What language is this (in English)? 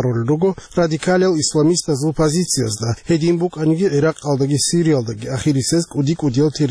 Avaric